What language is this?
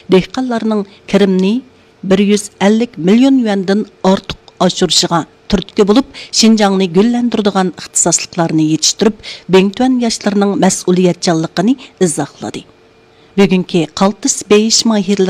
Uyghur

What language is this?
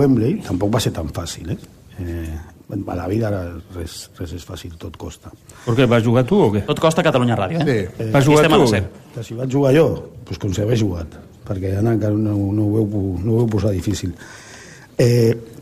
Catalan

